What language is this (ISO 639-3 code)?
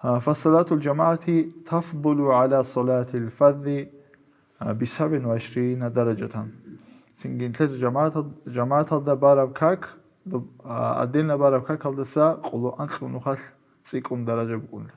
ava